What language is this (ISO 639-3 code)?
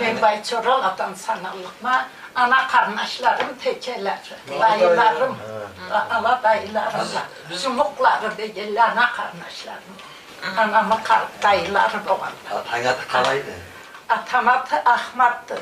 krc